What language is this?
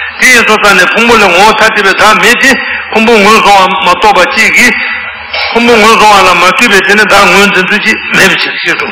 Tibetan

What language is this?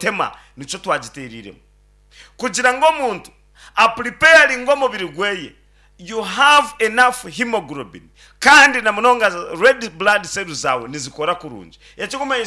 Nyankole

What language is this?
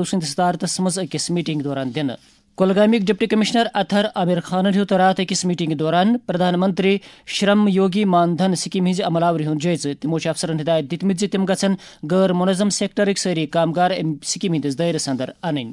Kashmiri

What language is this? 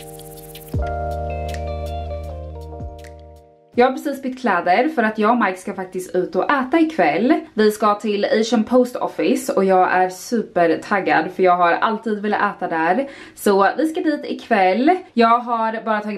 Swedish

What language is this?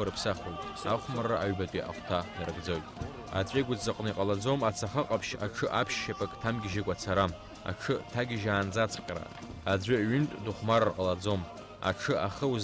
Abkhazian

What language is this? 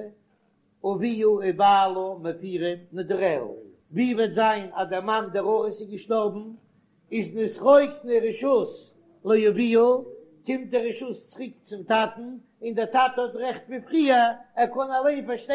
Yiddish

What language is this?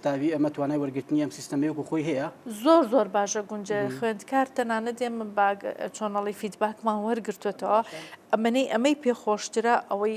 Central Kurdish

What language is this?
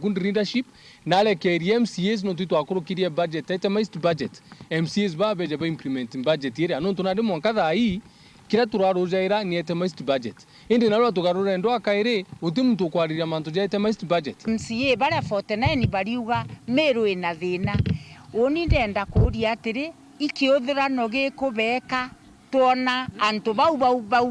Meru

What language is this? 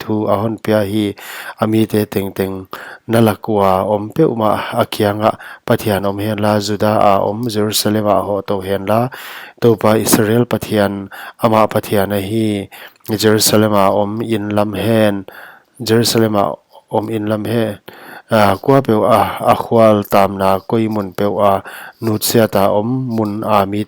Paite Chin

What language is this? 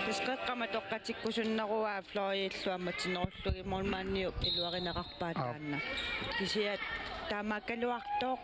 Kalaallisut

